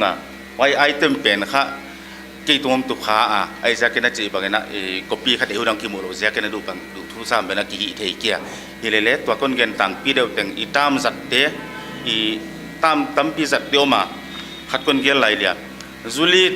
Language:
Paite Chin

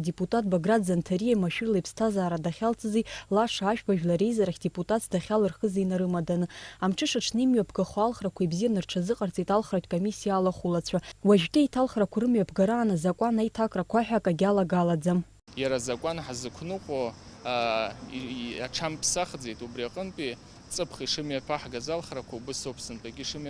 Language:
Abkhazian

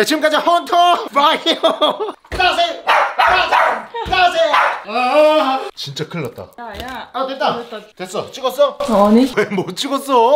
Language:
Korean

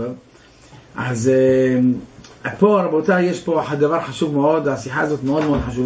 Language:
Hebrew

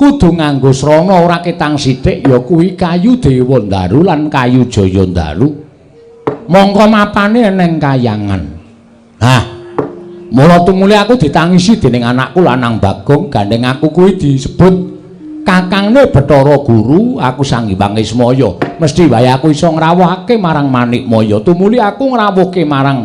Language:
Javanese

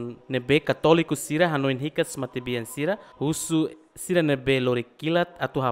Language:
Tetum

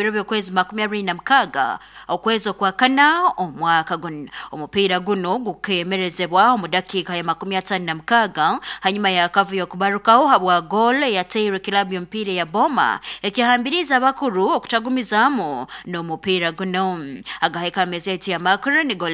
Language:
Nyoro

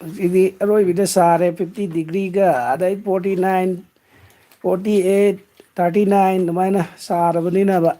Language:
Manipuri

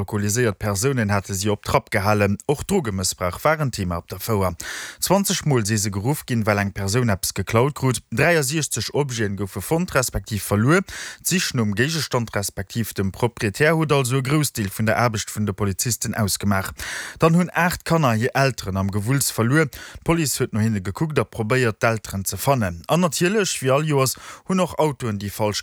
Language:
Luxembourgish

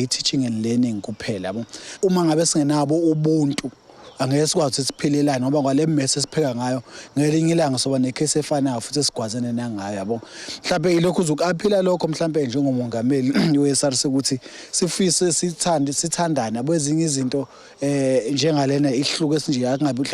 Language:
Zulu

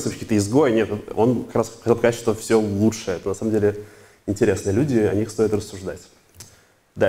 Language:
Russian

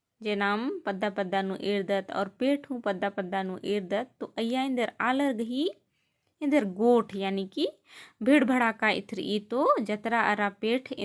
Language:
Kurukh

